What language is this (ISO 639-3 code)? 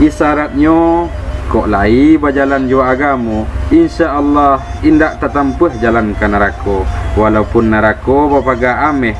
min